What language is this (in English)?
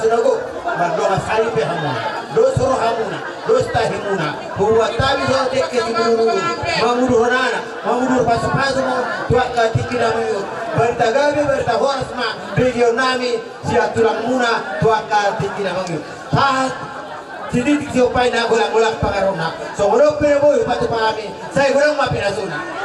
Batak Toba